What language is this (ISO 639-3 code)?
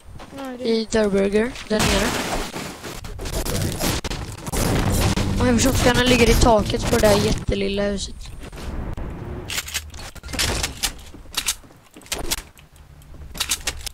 swe